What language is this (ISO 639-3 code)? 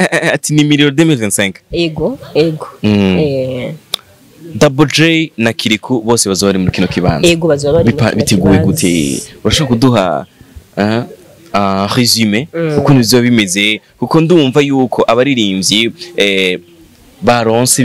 run